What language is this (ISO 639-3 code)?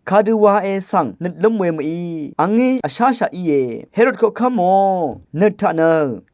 raw